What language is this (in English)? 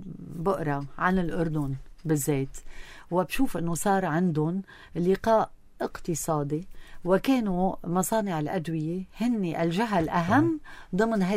North Levantine Arabic